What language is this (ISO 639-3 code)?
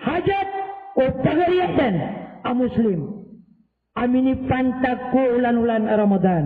mrw